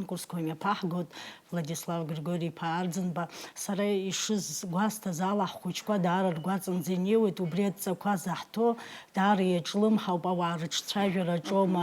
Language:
Abkhazian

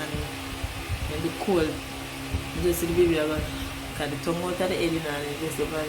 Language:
Jamaican Creole English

